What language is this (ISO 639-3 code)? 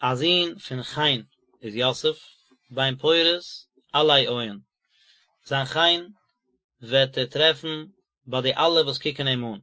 yid